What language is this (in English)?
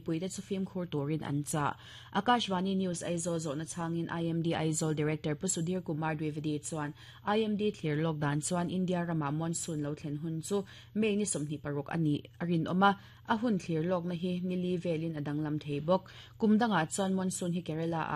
Mizo